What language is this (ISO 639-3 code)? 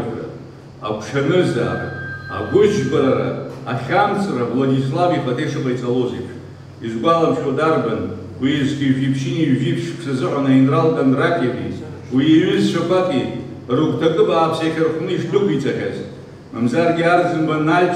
abk